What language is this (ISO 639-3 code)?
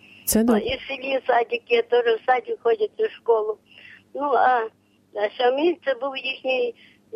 ukr